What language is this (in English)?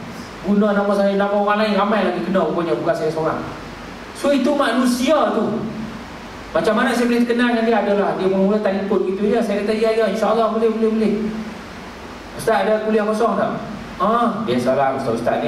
Malay